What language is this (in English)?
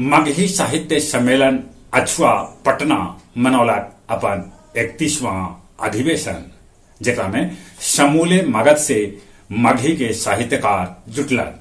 Magahi